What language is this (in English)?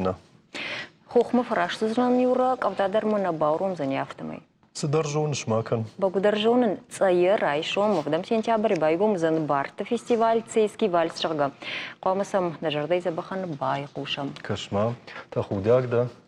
Ossetic